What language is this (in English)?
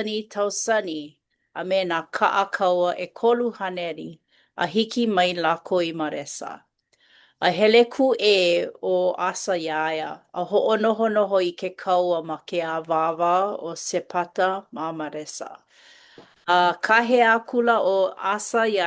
Hawaiian